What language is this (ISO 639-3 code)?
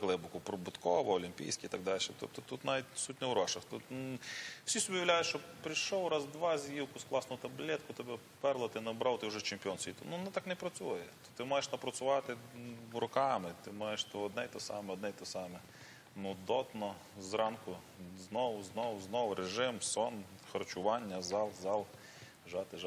ukr